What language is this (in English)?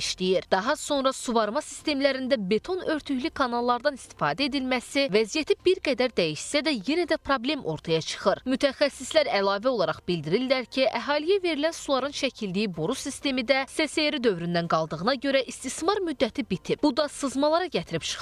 Azerbaijani